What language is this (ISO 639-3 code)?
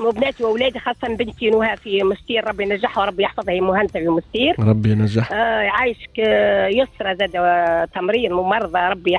aeb